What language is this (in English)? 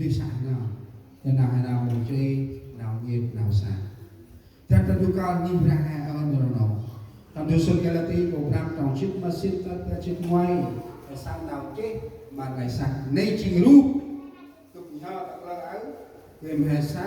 Central Mnong